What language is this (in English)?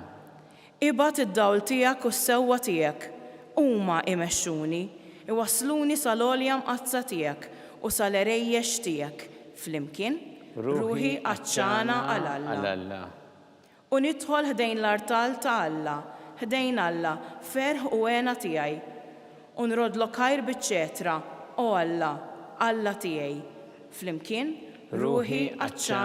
Maltese